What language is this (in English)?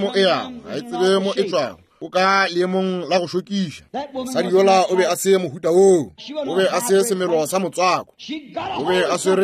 Northern Sotho